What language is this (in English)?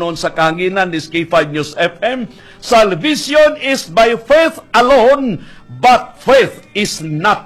Cebuano